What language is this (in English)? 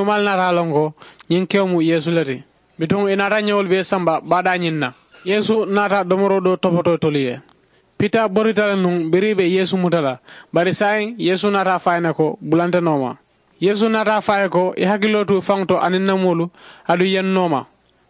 Mandingo